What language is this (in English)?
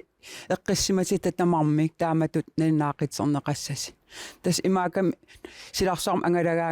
Kalaallisut